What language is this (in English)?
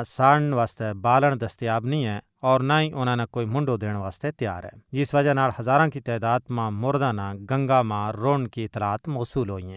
Gujari